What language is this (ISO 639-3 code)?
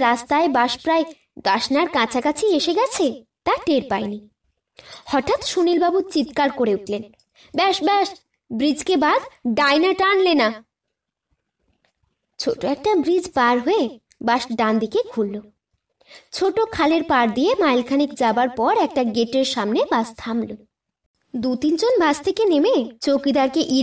ben